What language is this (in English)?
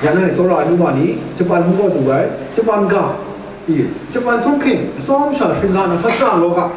Kachin